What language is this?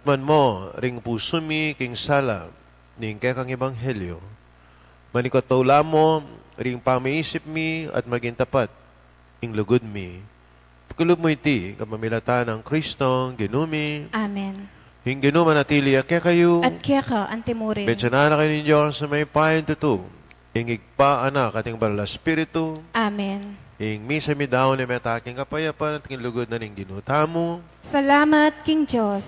Pampanga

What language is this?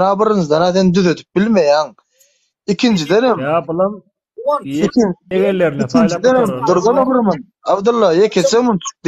Turkmen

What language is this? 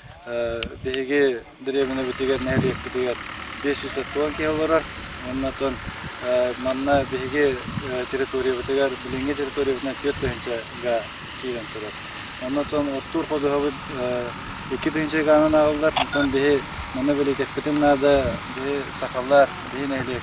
Yakut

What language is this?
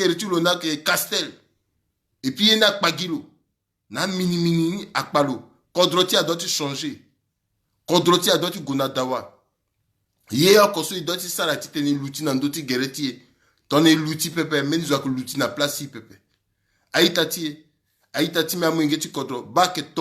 Sango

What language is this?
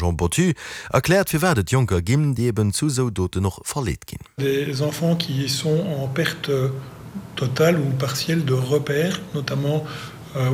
Luxembourgish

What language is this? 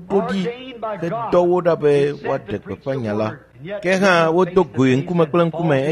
Ewe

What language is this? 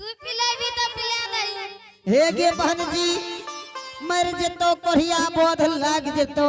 Angika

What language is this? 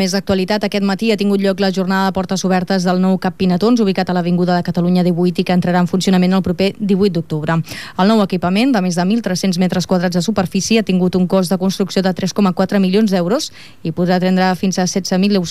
Catalan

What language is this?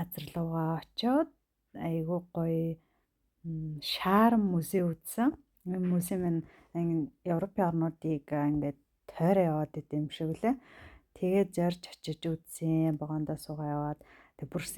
Mongolian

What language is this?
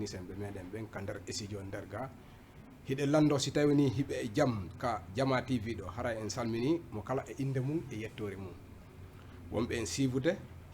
Fula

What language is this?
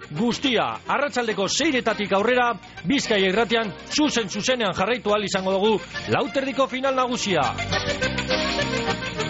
Basque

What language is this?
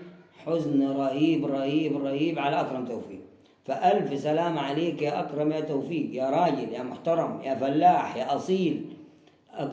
Egyptian Arabic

